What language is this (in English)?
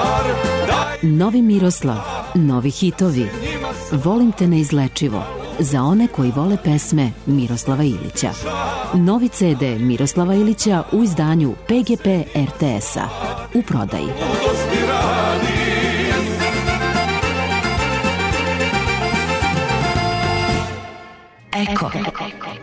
Serbian